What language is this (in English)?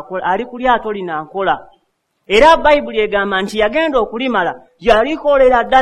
Ganda